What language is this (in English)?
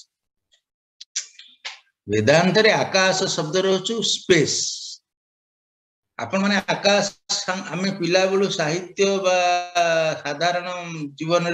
Odia